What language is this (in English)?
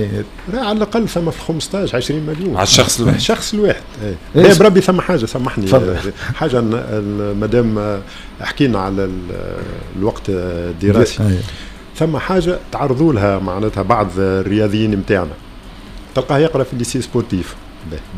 Tunisian Arabic